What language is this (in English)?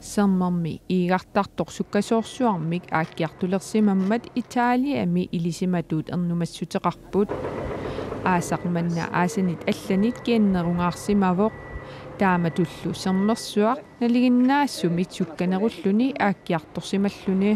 Kalaallisut